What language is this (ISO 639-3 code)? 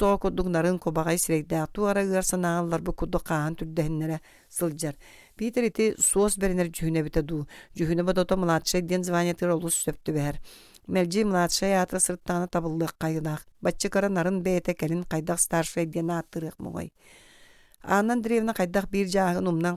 sah